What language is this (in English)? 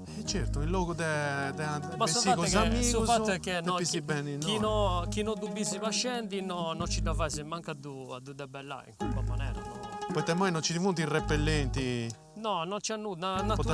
Sardinian